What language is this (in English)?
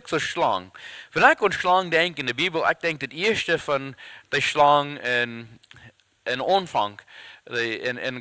Plautdietsch